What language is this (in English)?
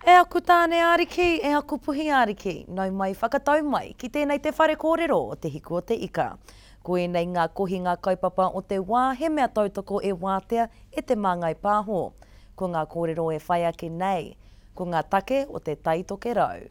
Māori